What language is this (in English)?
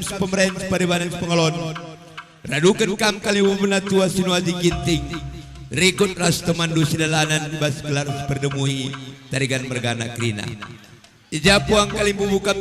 Batak Karo